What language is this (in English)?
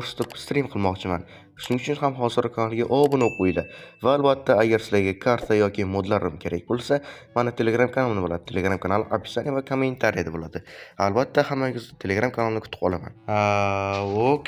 Uzbek